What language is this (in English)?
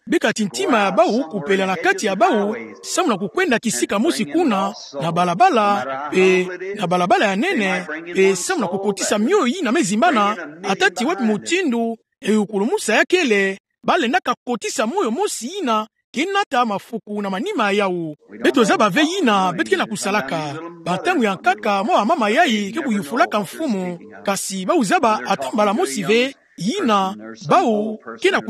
Kituba (Democratic Republic of Congo)